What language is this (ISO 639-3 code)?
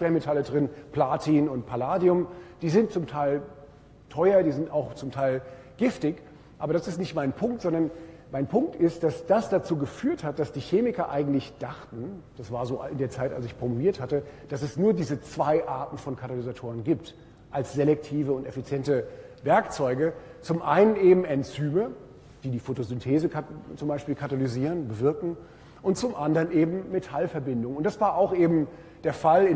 deu